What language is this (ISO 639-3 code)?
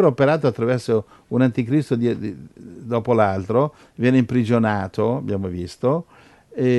ita